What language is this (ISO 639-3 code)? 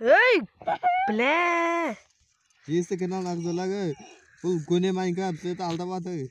kaa